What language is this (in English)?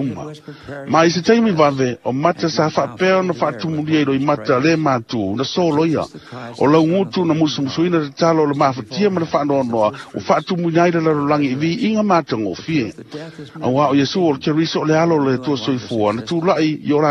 Samoan